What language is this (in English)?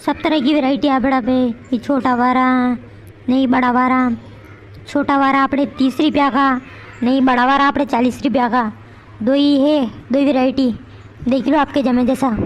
Rajasthani